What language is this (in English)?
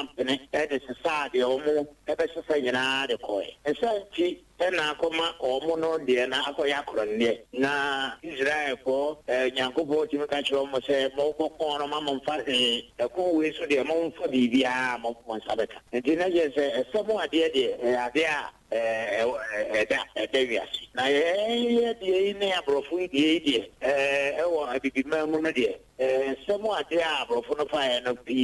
Akan